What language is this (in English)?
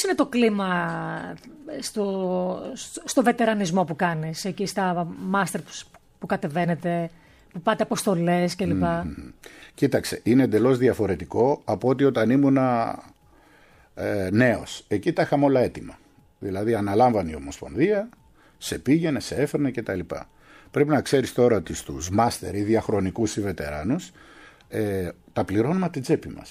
Greek